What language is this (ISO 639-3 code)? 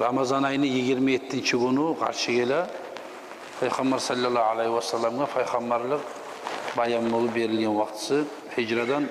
kum